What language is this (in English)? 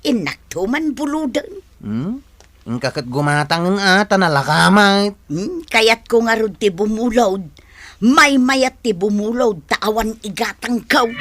Iloko